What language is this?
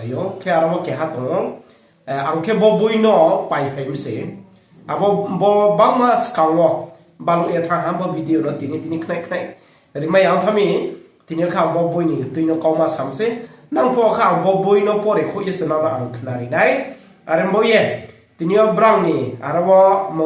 Riang (India)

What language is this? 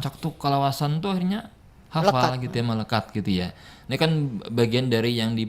Banjar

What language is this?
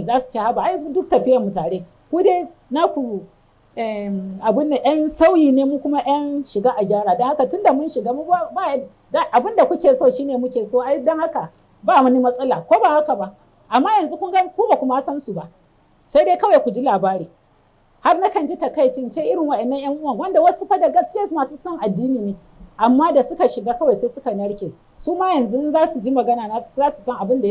Hausa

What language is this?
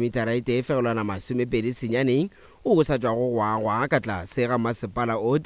Northern Sotho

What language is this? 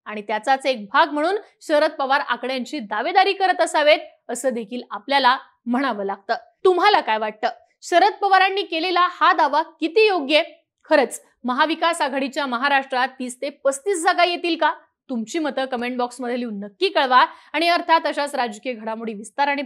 Marathi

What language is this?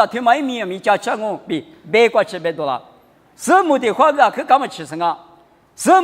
Lisu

